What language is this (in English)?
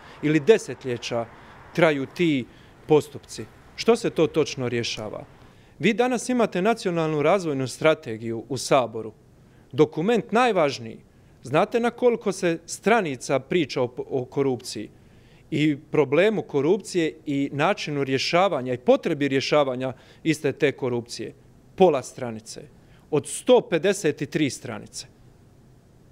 Croatian